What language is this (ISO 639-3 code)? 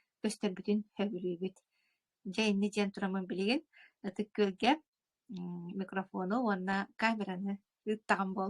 sah